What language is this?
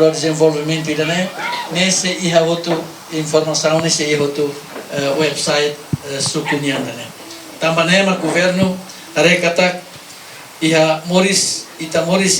Tetum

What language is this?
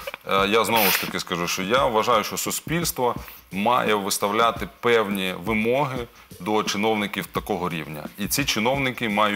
Ukrainian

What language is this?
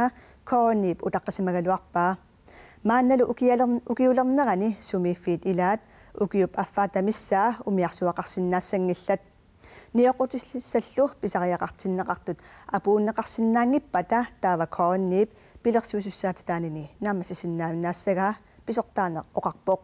Kalaallisut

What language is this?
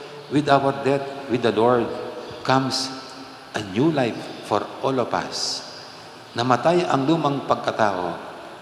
Pampanga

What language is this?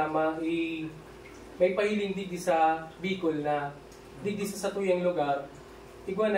Bikol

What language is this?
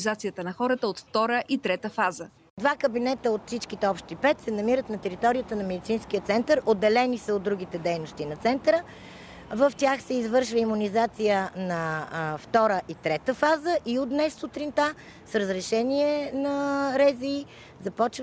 Bulgarian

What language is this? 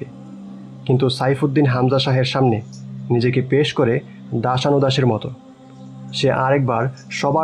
Bangla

